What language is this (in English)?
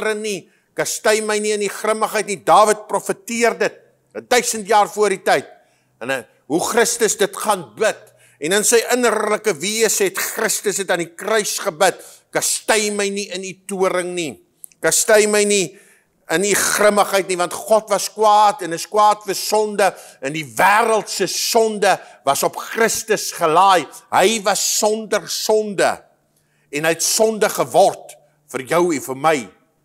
Afrikaans